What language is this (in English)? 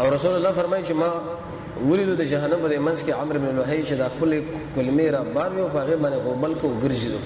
Pashto